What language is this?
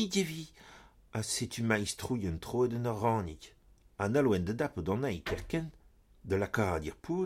Breton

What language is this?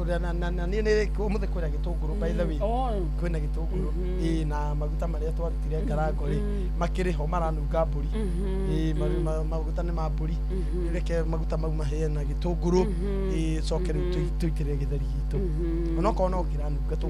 Kikuyu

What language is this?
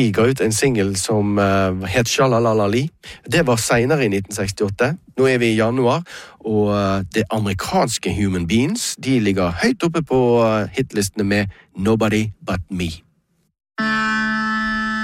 Norwegian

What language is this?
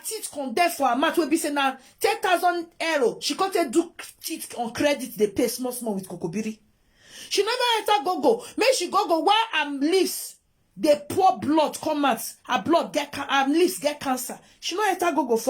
Nigerian Pidgin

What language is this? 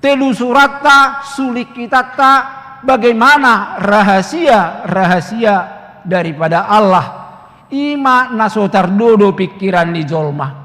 Batak Toba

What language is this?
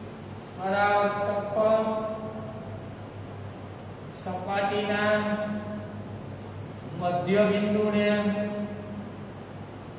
Gujarati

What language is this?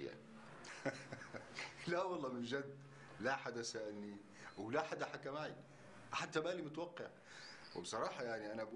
North Levantine Arabic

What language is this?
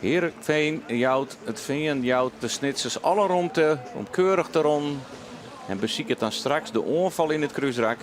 Western Frisian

